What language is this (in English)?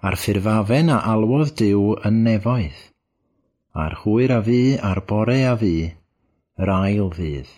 Welsh